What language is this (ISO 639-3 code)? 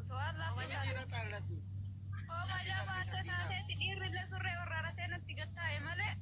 orm